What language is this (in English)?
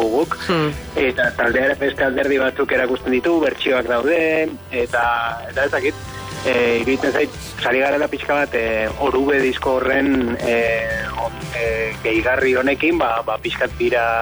Basque